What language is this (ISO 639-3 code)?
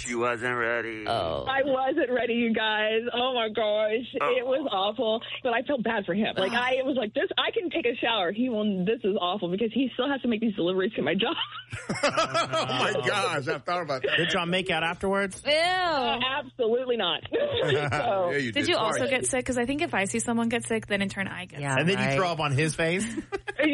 eng